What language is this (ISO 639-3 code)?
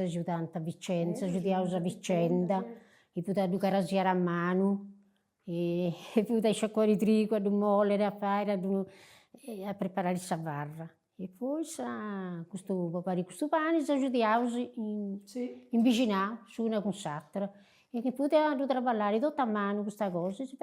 srd